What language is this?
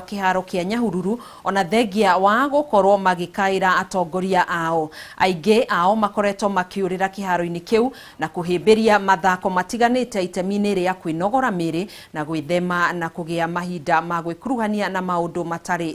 Kikuyu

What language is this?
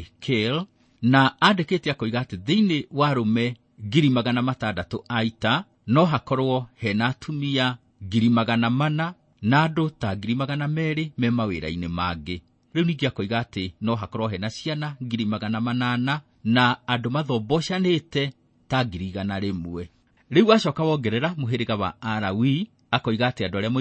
Kikuyu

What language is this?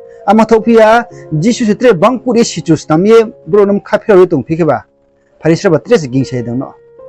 Riang (India)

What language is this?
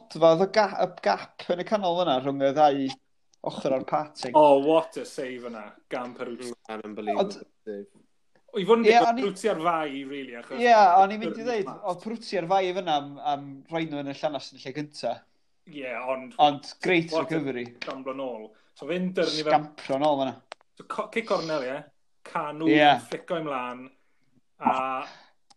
Welsh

